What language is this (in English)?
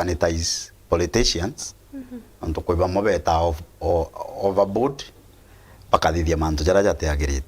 Meru